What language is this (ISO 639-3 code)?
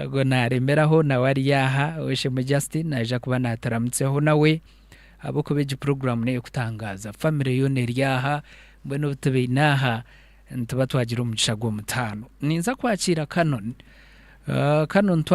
nyn